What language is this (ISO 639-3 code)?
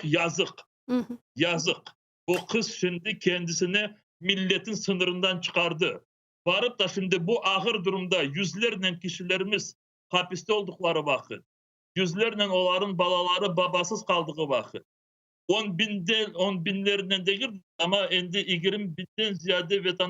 crh